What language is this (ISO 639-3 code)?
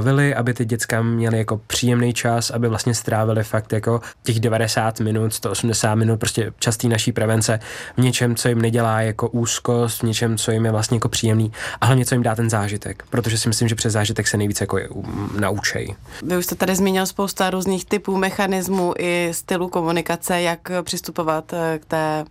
ces